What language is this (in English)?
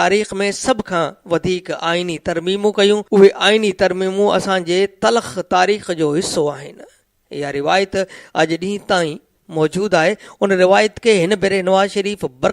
Sindhi